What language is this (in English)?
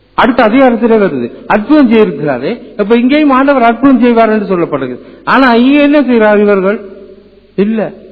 Tamil